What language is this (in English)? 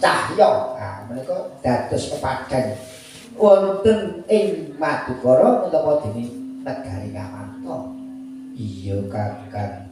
Javanese